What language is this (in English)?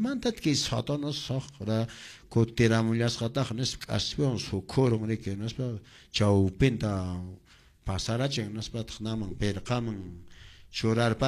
Quechua